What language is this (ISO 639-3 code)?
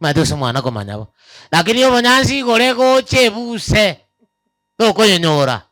guz